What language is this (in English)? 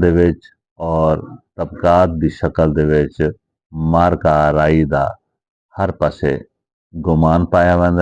Saraiki